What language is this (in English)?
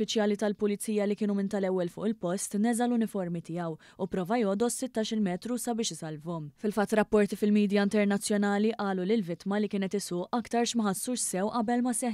Maltese